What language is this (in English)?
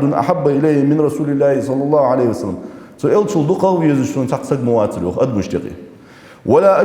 Ingush